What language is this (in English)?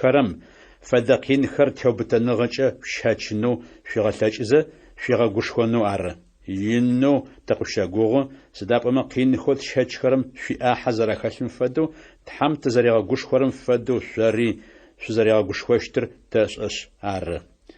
Adyghe